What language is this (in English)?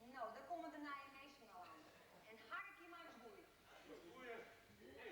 Western Frisian